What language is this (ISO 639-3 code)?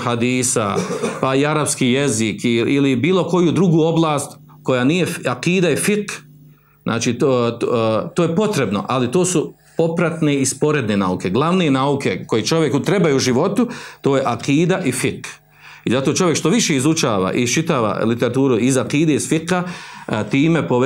bos